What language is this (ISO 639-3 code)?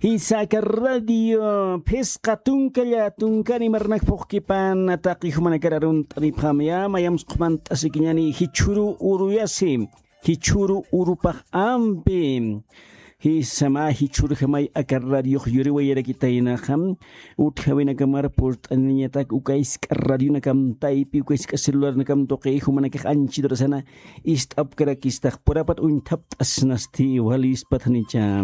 aym